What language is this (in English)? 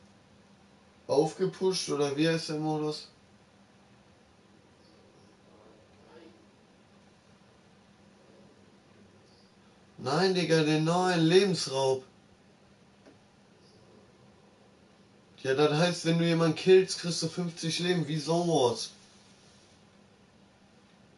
German